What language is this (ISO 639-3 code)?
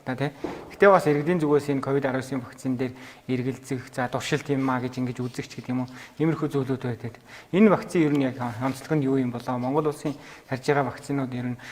mon